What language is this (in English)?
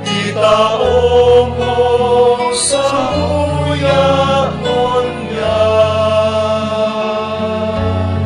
Bikol